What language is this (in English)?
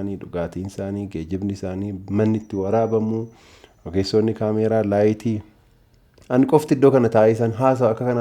Oromo